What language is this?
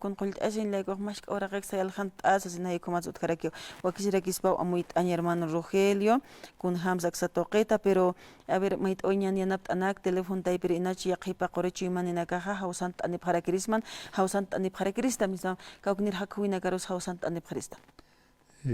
Aymara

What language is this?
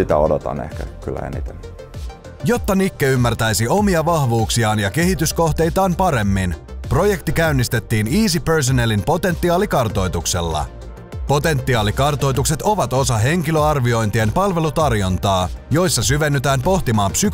Finnish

